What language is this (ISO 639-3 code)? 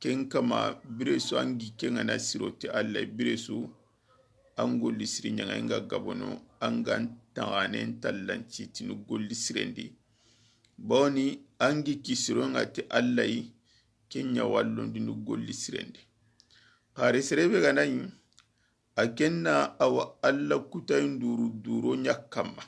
snk